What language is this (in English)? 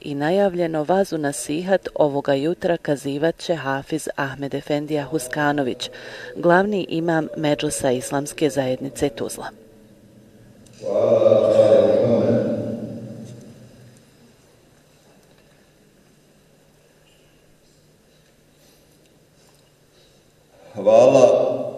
Bosnian